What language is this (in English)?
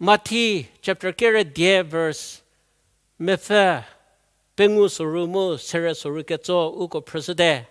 Angami Naga